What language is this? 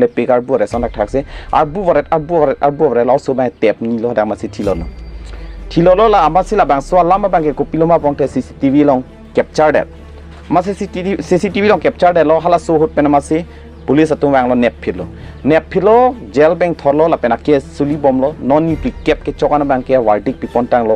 Karbi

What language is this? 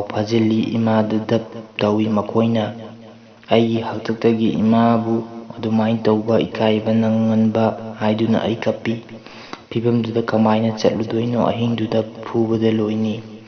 Manipuri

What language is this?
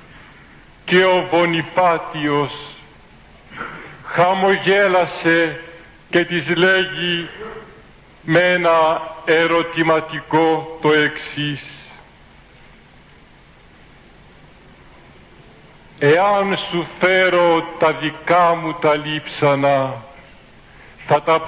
Greek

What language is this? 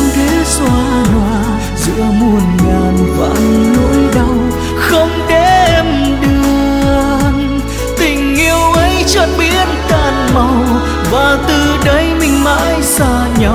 Vietnamese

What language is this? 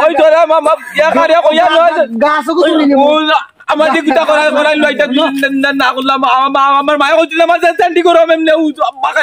Sylheti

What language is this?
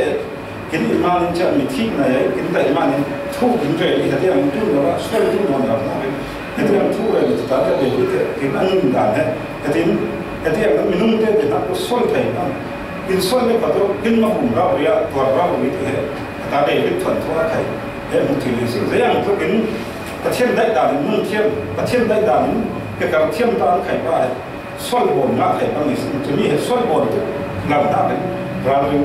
Falam Chin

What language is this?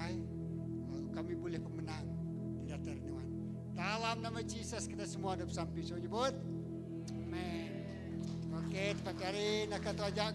Iban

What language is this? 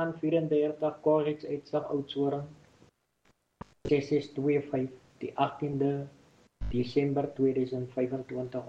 Afrikaans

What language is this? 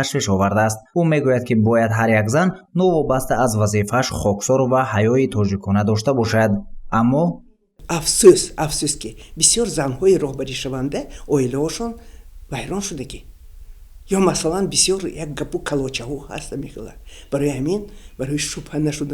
Tajik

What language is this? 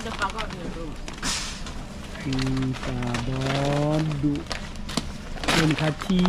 S'gaw Karen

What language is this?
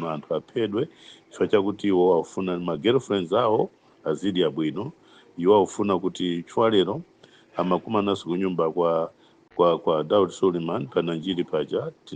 Nyanja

